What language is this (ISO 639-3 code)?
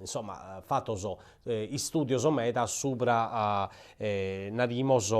srd